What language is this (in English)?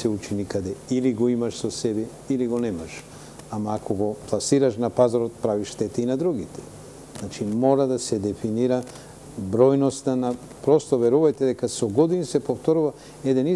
Macedonian